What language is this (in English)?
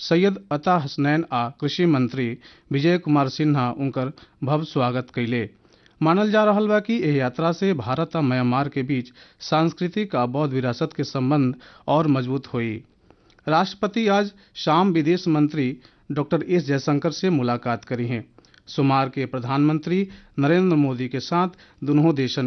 Bhojpuri